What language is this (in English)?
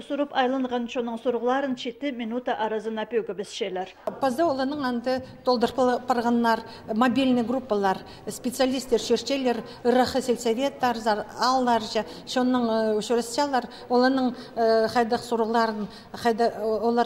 Khakas